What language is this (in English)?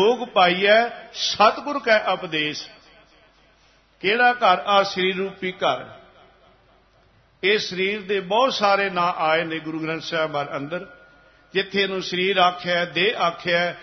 Punjabi